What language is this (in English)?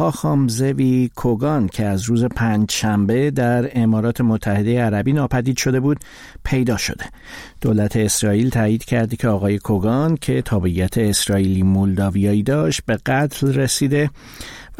Persian